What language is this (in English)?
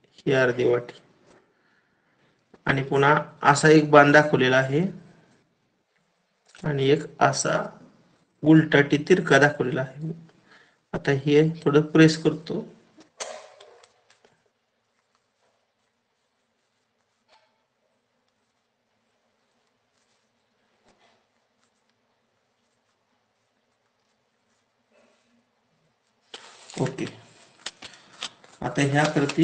Marathi